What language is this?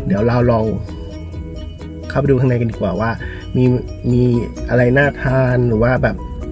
Thai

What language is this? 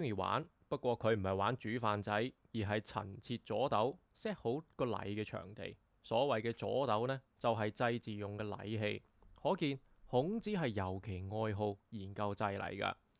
Cantonese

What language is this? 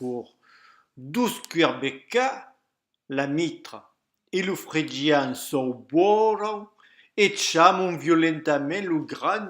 Occitan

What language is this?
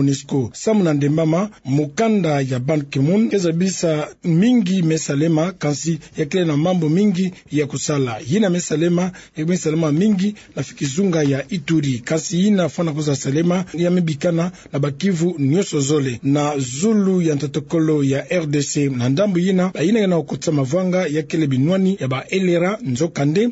Kituba (Democratic Republic of Congo)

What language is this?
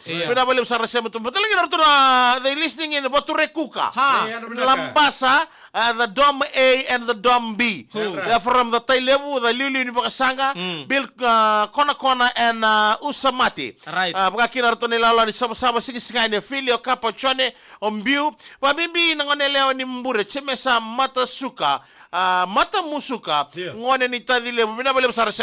Fijian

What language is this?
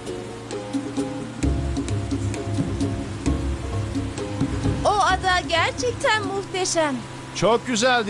Turkish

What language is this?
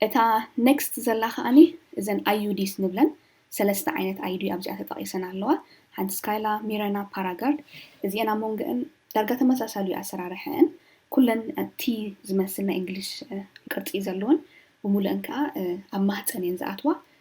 Tigrinya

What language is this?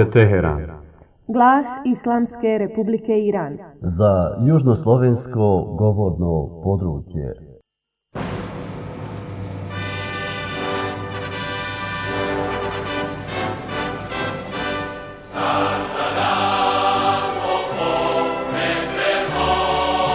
Bosnian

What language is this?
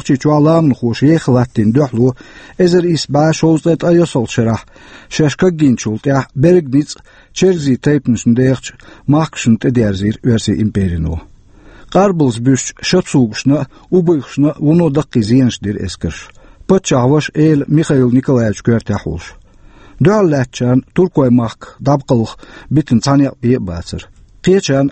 Chechen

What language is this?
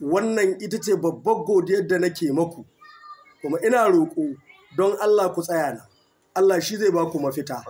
Hausa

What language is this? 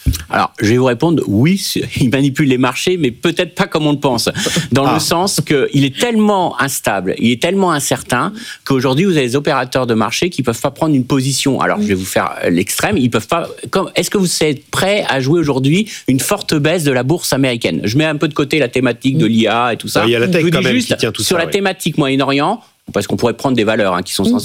French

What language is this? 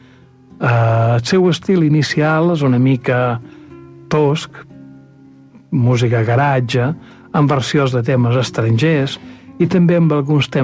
Catalan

